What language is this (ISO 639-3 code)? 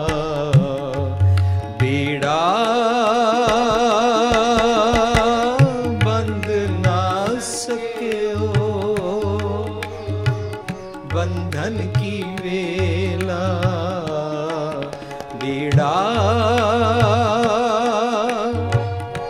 hin